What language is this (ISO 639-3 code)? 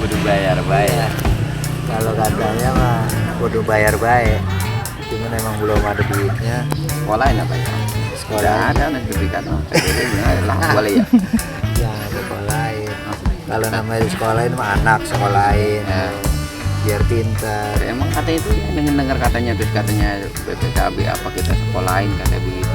bew